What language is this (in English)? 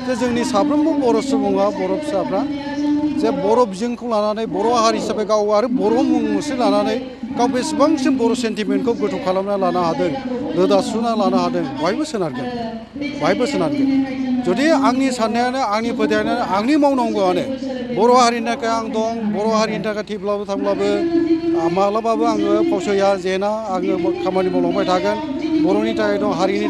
Bodo